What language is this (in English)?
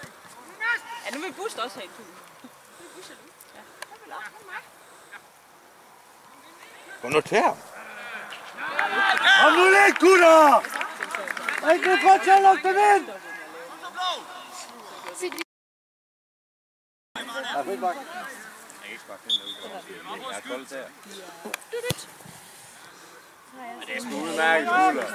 Danish